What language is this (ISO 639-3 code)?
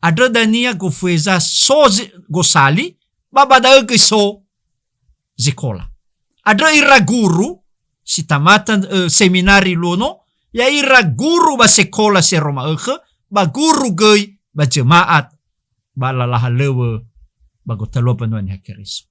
nia